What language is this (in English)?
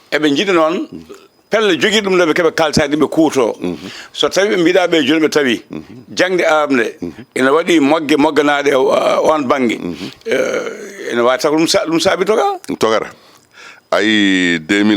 Fula